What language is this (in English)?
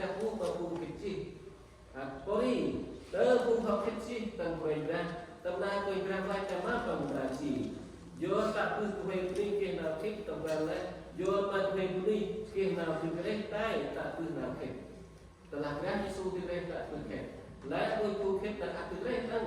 Central Mnong